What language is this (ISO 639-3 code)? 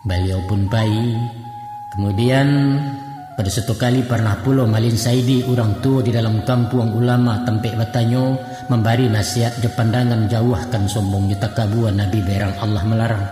min